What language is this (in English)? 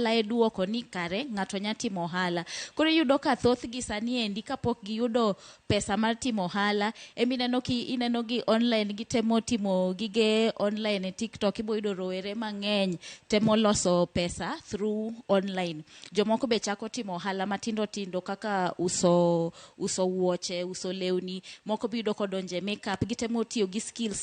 Luo (Kenya and Tanzania)